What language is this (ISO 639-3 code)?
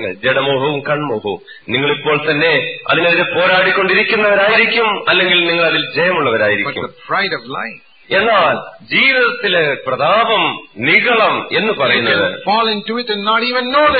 mal